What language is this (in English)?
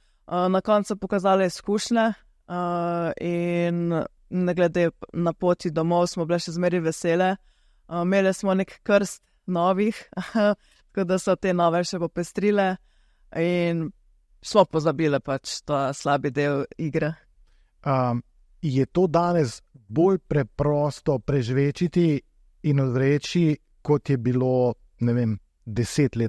Slovenian